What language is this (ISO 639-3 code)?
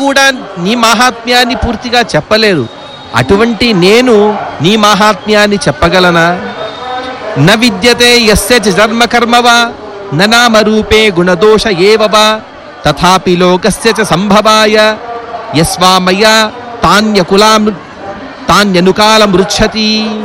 tel